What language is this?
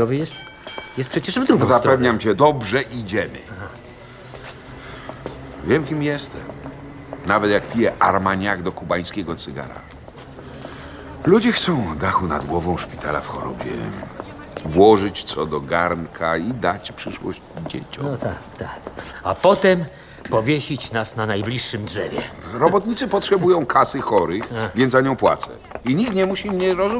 Polish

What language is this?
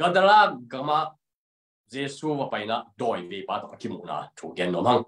Tedim Chin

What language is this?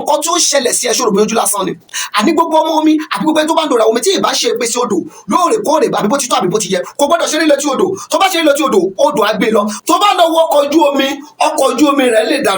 Yoruba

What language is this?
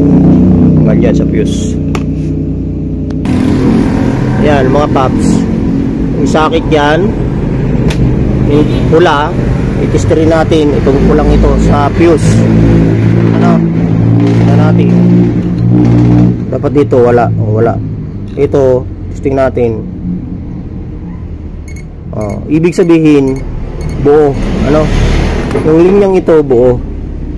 Filipino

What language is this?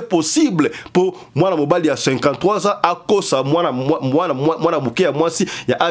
Lingala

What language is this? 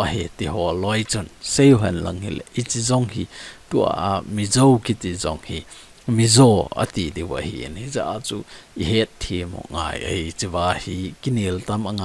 Thado Chin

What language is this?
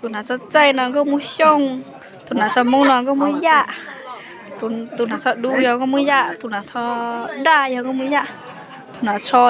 Hmong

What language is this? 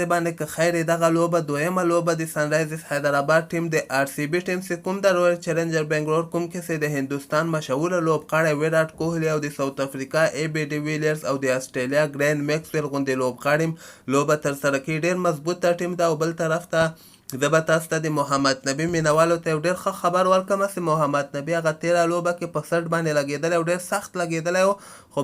Pashto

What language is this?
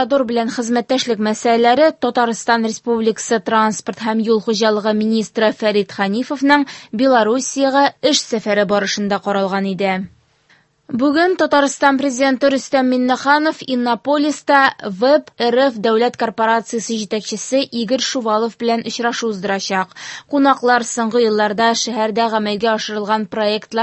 Tatar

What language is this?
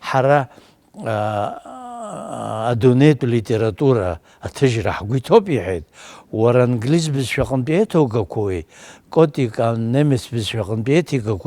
Abkhazian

